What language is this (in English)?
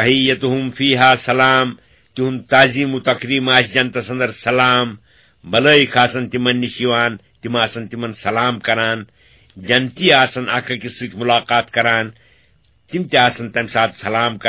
Kashmiri